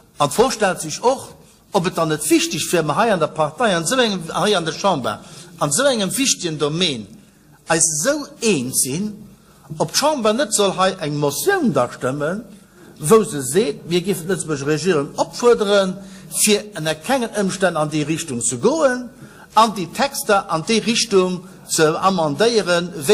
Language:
Luxembourgish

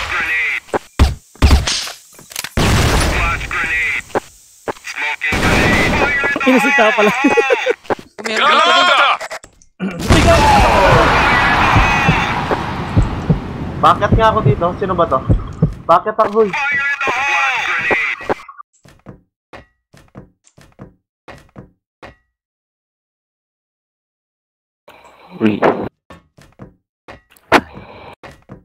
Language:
Filipino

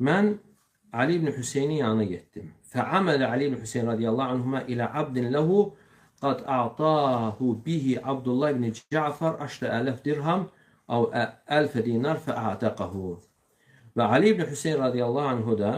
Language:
Azerbaijani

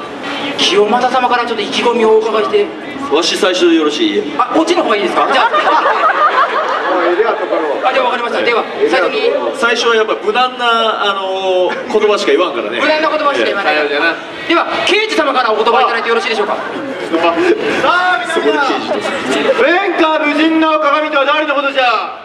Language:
Japanese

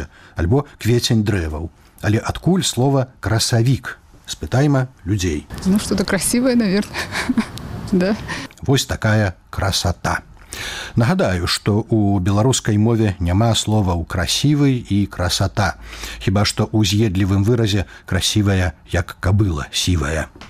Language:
Belarusian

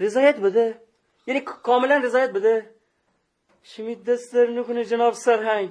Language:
Gilaki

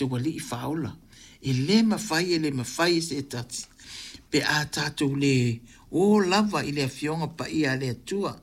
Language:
Samoan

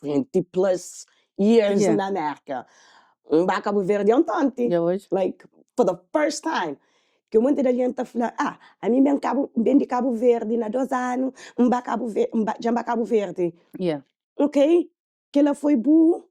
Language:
Kabuverdianu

